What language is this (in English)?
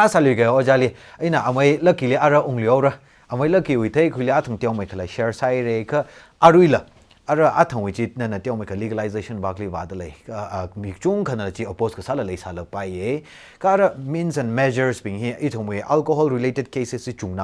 Tangkhul Naga (India)